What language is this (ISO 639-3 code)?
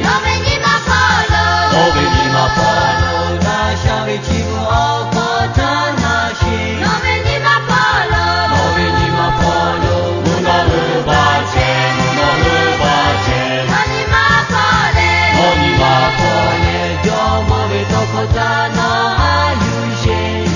lhu